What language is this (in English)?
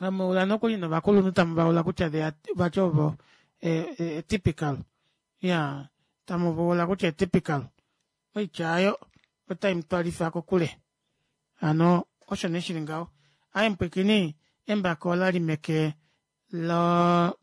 Kuanyama